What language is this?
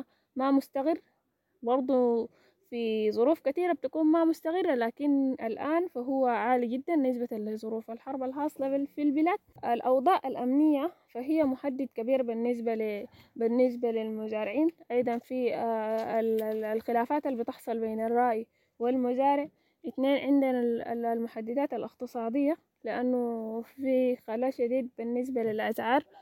Sudanese Arabic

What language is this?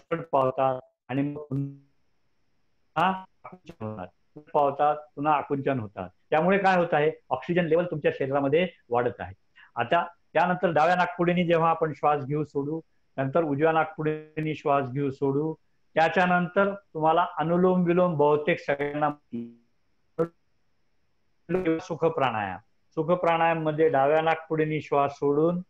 Marathi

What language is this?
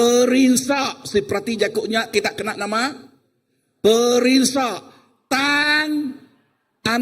Iban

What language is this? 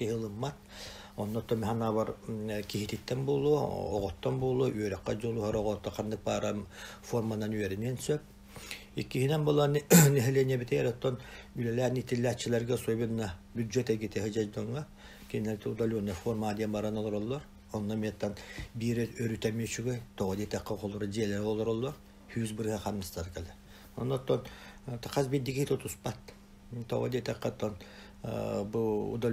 Yakut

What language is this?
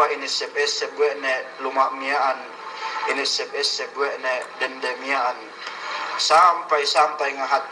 Yakan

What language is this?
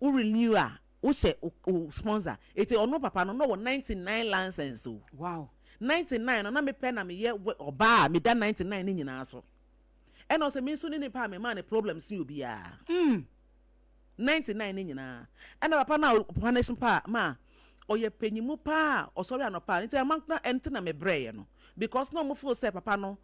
Akan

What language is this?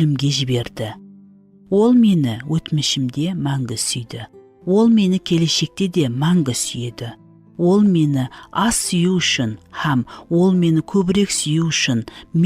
Kara-Kalpak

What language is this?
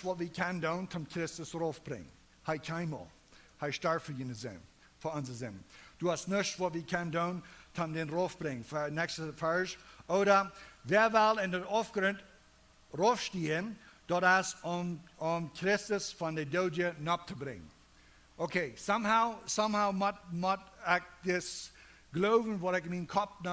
Plautdietsch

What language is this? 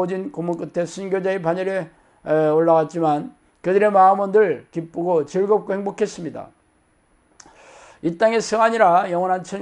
Korean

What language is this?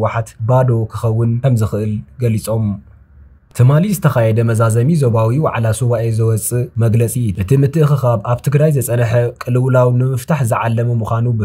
Tigrinya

